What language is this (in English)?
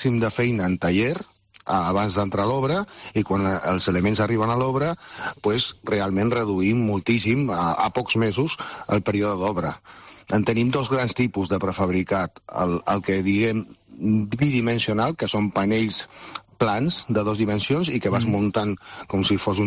Catalan